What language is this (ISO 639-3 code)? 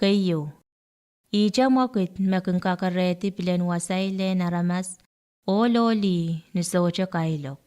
pon